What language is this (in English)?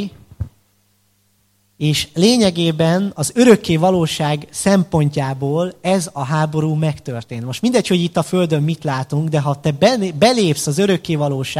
Hungarian